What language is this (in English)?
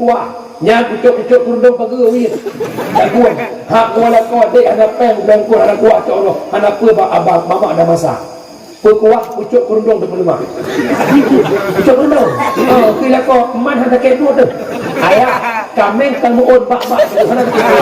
Achinese